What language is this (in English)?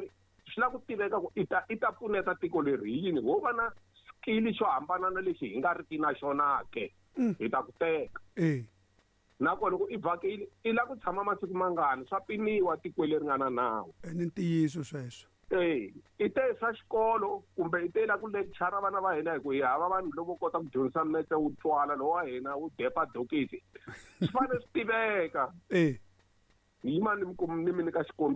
Tsonga